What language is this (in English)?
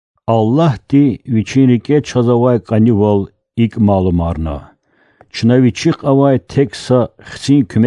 Lezghian